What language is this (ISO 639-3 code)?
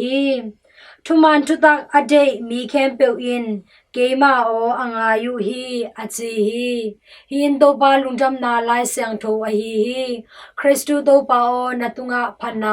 ctd